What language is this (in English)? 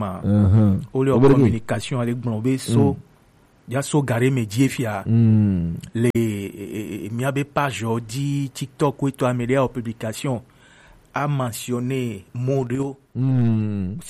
Gen